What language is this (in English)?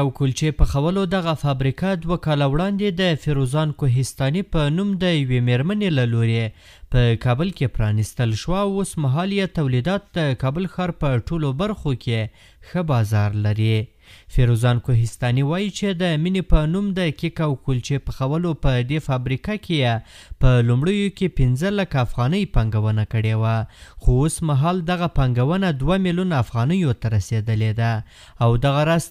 Pashto